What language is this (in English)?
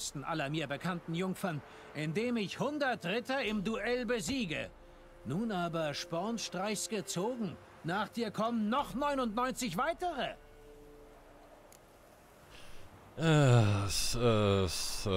German